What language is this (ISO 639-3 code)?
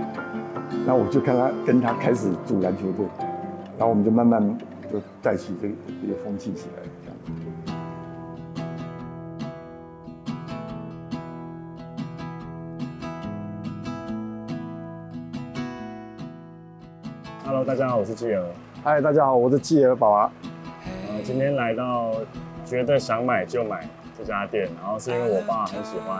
zho